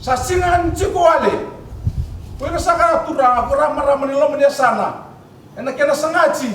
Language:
Fijian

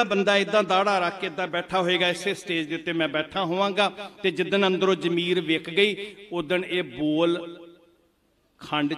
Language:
Punjabi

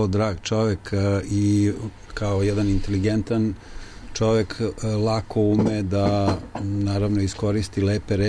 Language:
Serbian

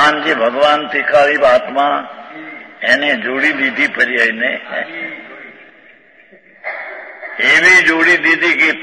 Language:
Gujarati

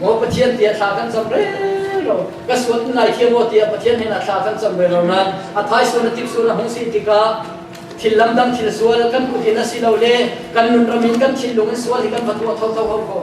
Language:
Falam Chin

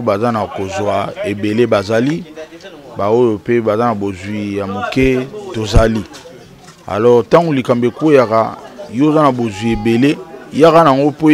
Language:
Lingala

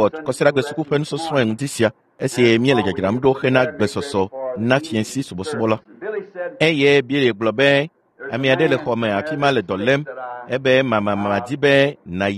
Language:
Ewe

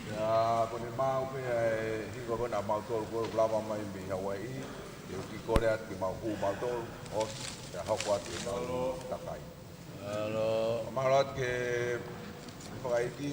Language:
Tongan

